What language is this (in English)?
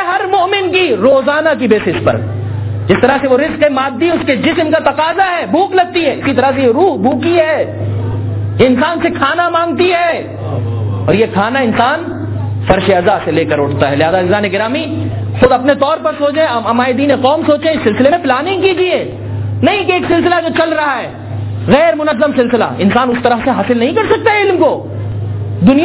Urdu